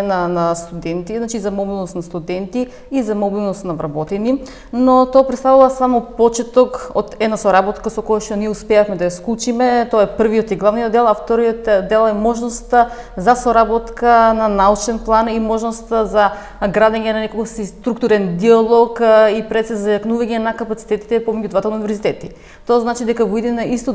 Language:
Macedonian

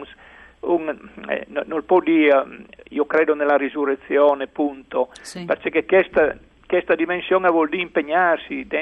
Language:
Friulian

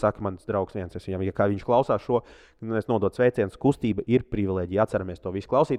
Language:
Latvian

